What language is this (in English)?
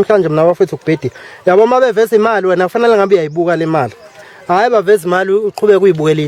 Zulu